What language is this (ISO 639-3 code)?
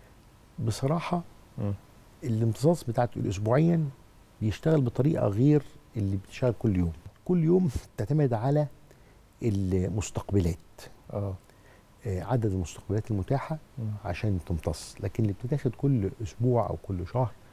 arz